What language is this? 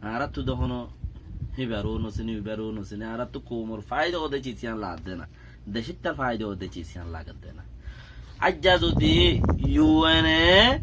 Rohingya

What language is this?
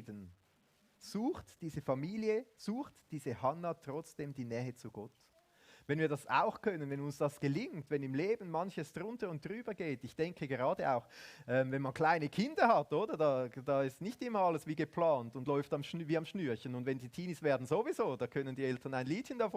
Swiss German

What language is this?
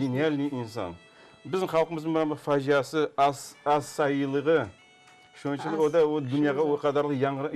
Crimean Tatar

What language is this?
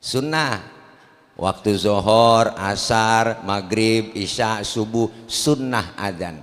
Betawi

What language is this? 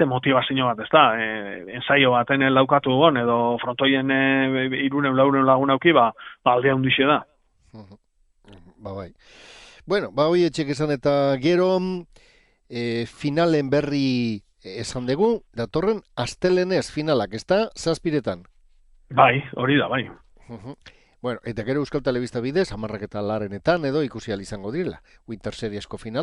Basque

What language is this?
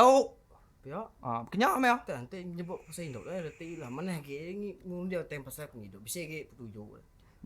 Iban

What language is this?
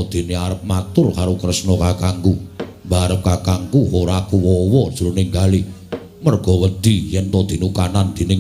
Javanese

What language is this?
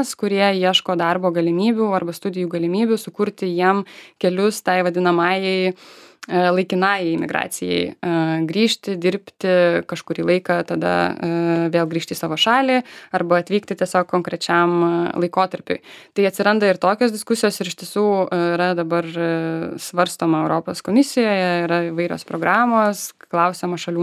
Lithuanian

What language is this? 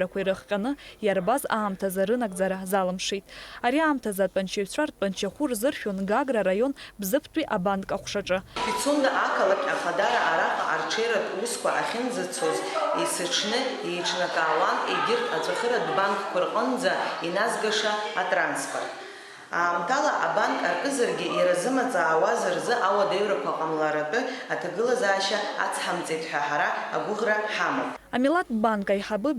Abkhazian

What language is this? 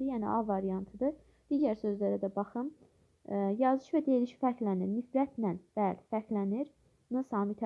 Azerbaijani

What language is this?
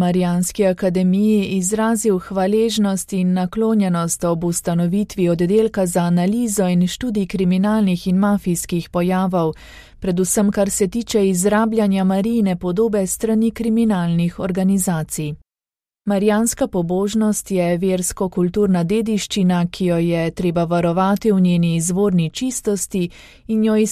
Slovenian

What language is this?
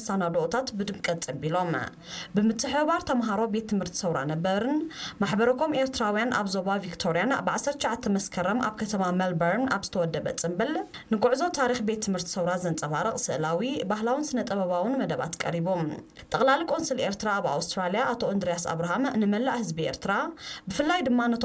Tigrinya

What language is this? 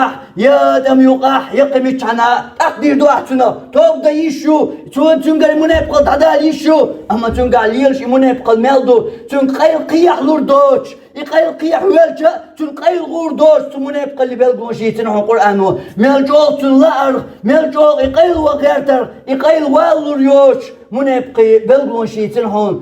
Chechen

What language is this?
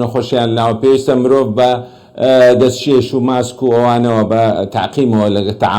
Central Kurdish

